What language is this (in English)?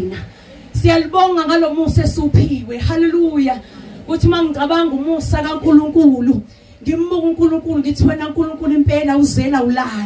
Zulu